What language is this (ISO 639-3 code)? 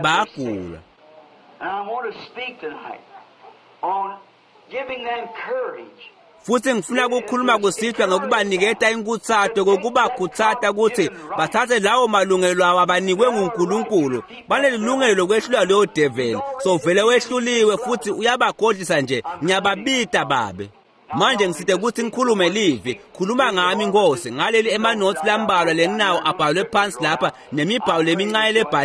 ssw